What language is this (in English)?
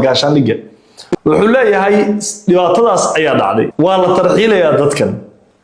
Somali